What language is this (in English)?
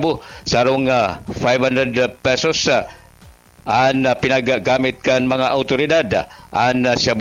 Bikol